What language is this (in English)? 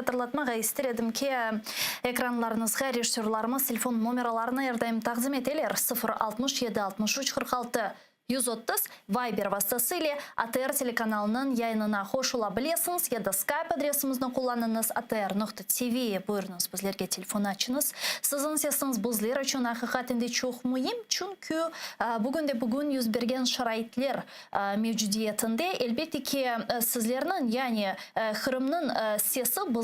Crimean Tatar